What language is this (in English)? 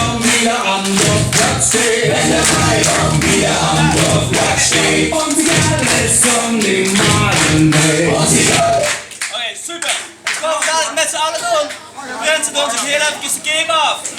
Limburgish